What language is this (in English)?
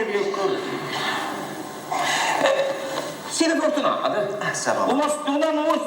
Neapolitan